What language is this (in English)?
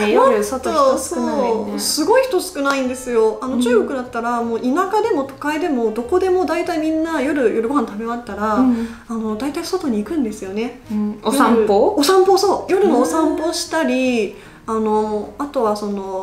Japanese